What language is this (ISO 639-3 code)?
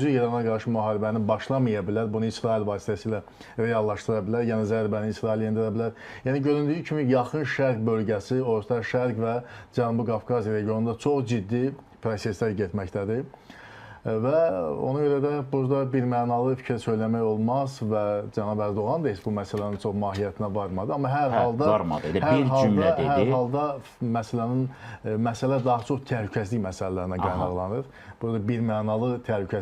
aze